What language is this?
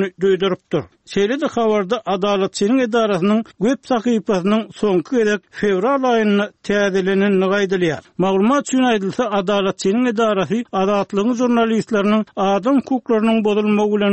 Turkmen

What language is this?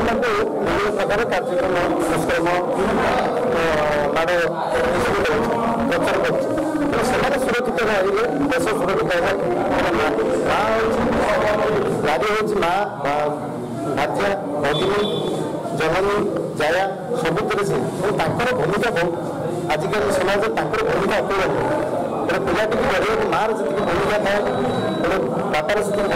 Odia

